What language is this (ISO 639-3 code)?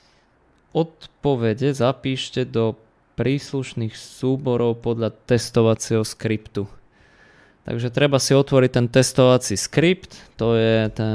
slk